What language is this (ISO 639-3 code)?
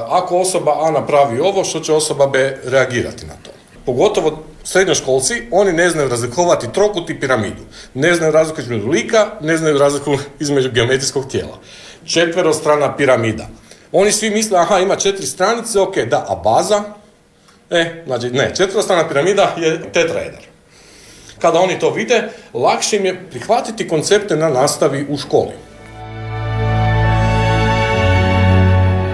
hrv